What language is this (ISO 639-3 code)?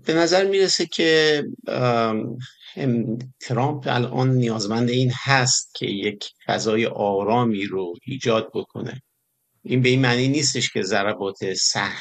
fas